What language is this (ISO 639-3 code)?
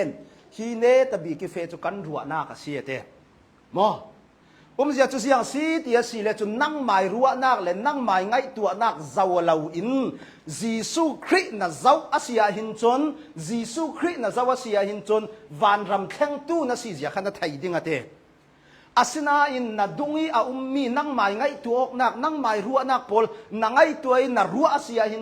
cnh